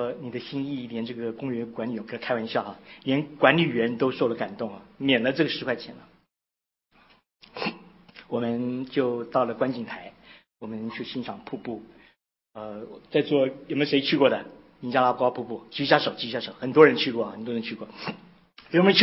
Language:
Chinese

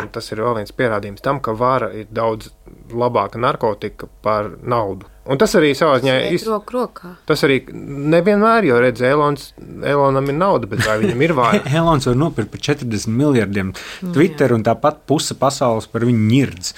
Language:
Latvian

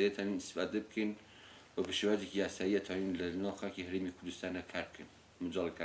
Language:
Central Kurdish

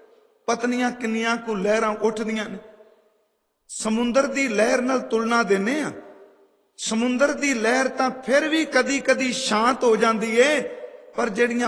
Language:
Punjabi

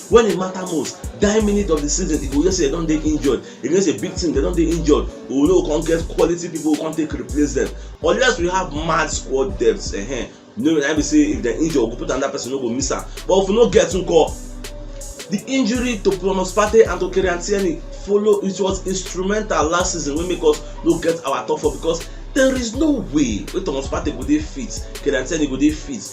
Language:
Nigerian Pidgin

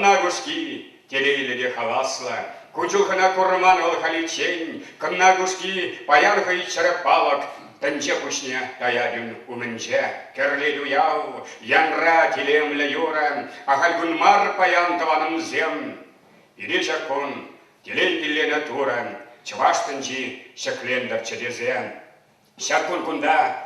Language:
Chuvash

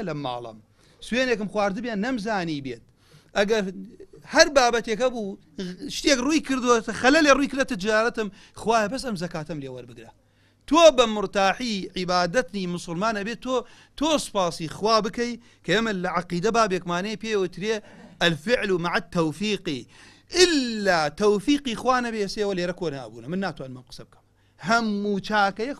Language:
Central Kurdish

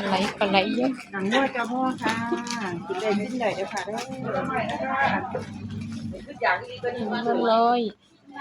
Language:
Northeastern Thai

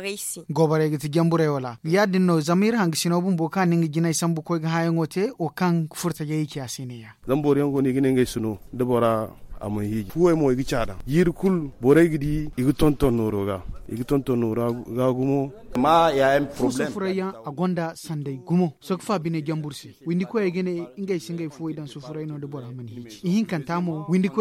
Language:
Zarma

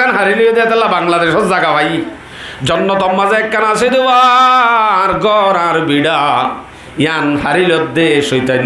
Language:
Rohingya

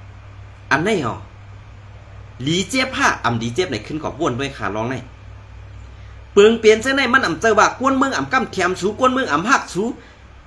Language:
Shan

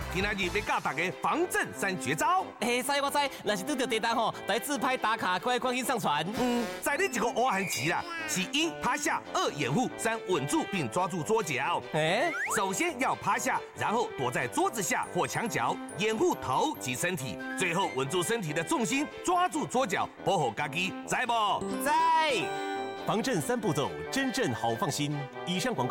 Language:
Chinese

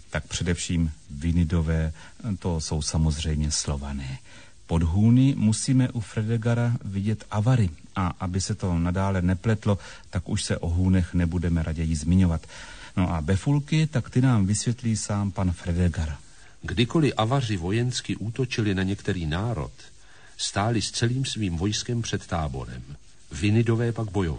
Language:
Czech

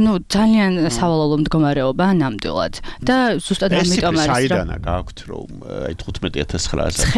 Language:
Georgian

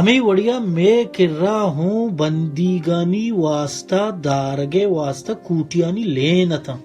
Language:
Baluchi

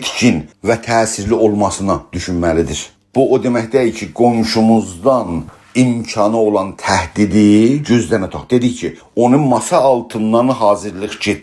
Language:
South Azerbaijani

